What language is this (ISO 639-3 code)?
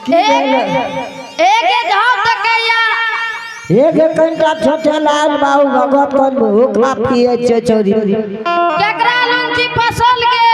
anp